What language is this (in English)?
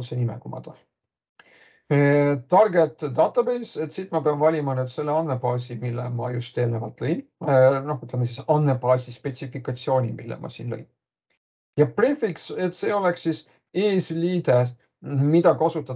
Estonian